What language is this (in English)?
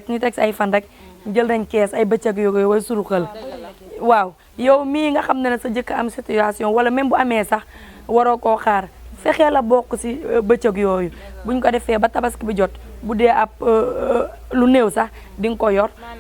Wolof